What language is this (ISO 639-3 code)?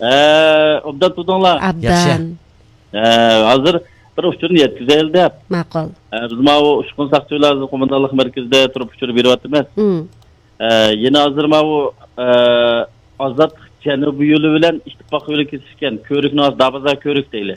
uig